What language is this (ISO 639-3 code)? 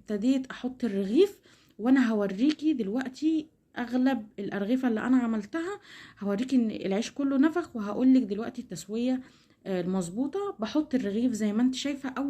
arz